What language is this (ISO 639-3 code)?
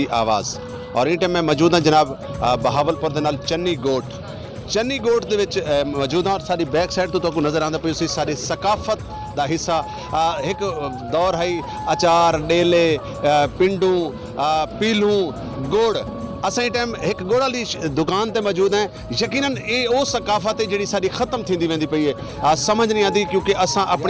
skr